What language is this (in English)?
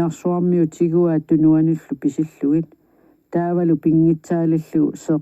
Kalaallisut